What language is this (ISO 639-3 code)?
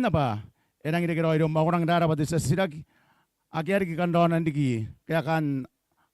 gil